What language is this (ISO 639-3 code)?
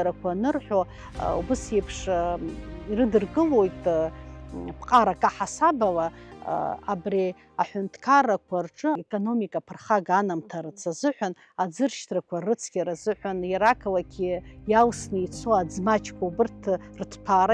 abk